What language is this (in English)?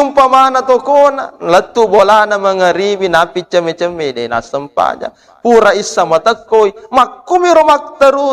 Buginese